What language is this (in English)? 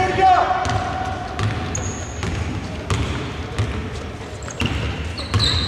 Greek